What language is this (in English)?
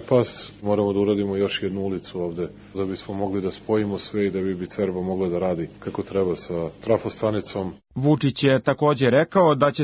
Serbian